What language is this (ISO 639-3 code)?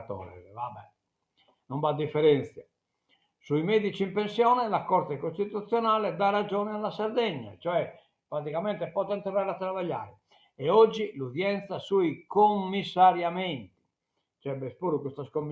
srd